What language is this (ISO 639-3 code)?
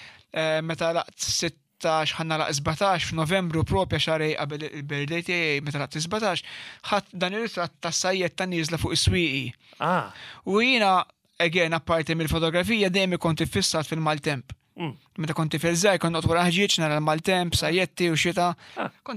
mlt